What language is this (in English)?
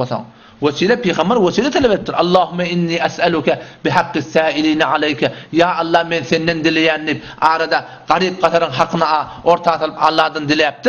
Turkmen